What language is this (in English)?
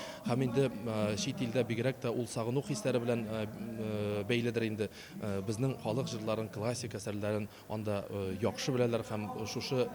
Tatar